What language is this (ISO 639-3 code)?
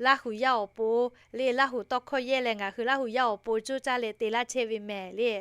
lhu